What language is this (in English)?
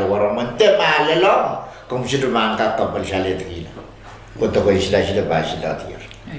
Pohnpeian